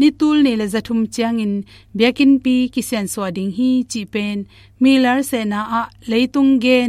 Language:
Tedim Chin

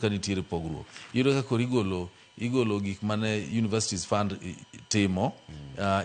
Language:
Luo (Kenya and Tanzania)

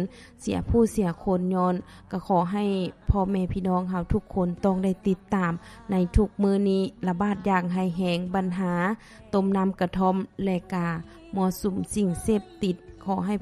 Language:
Lao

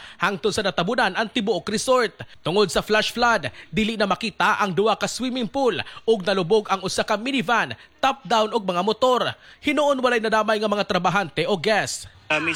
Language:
Cebuano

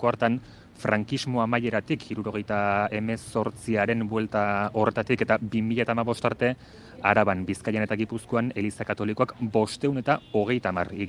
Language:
Basque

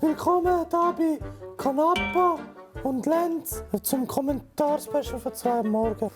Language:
Swiss German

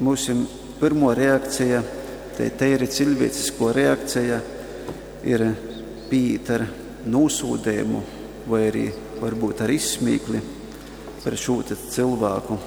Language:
Latgalian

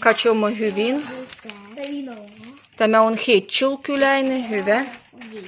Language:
Livvi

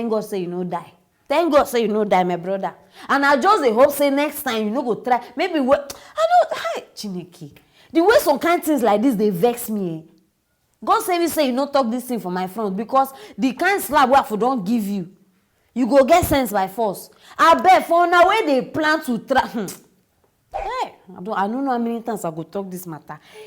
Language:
Nigerian Pidgin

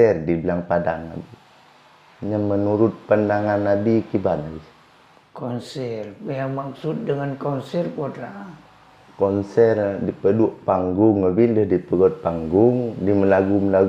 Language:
Achinese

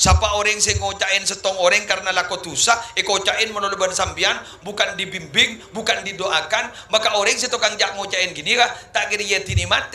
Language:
Madurese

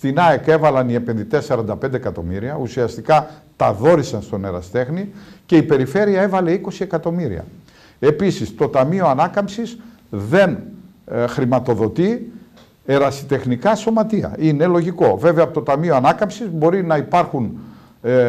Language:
Greek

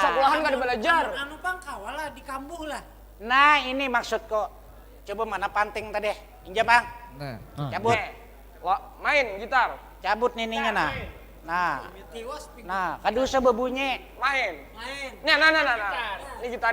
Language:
Banjar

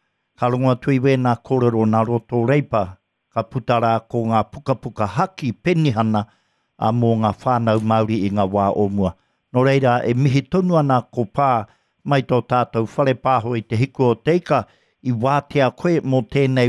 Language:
Māori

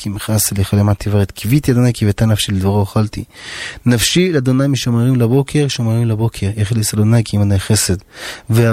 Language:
Hebrew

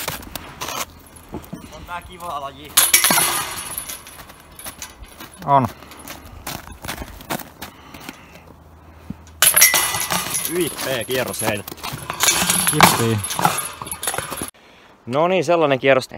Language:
Finnish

